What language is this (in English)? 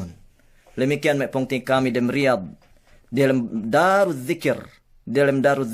Yakan